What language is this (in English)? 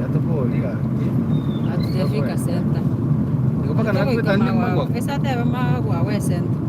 Gusii